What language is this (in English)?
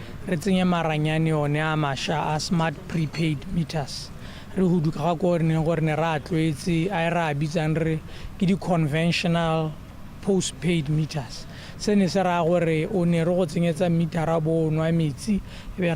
Tswana